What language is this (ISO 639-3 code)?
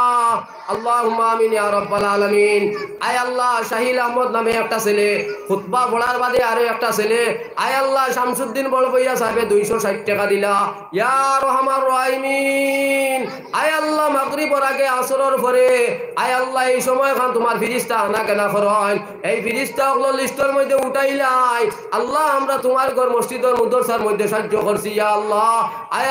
syl